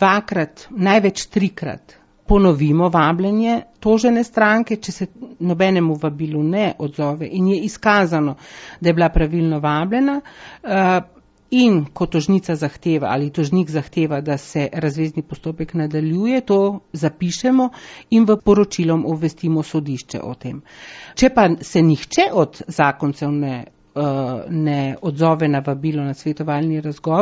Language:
Slovenian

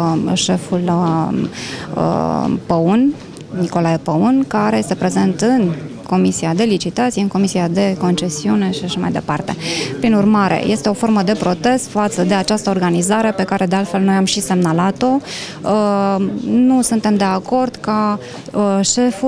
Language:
Romanian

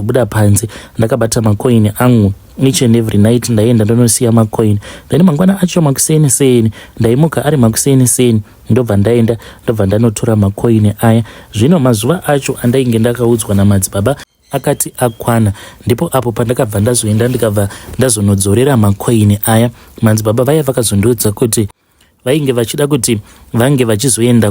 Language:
Shona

